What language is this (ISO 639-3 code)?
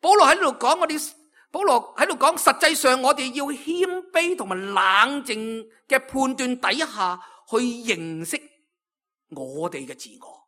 yue